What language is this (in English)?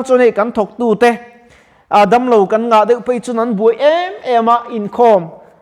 Mizo